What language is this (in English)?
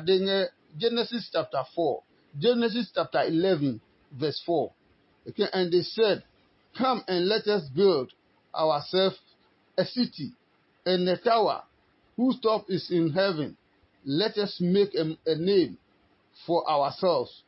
Adangme